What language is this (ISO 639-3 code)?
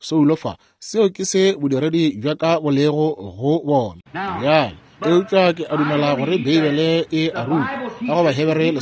nso